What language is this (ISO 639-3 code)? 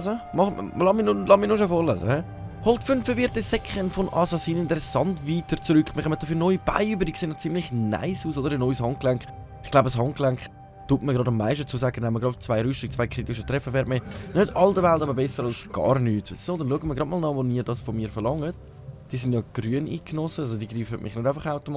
gsw